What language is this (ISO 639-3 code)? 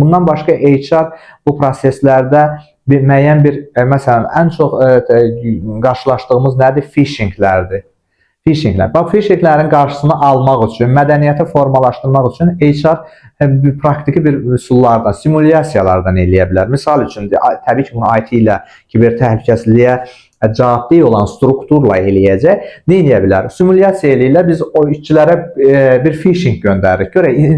aze